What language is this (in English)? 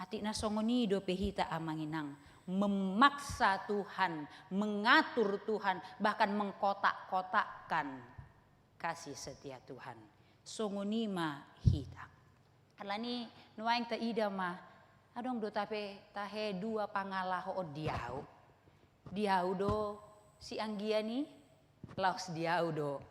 Batak Toba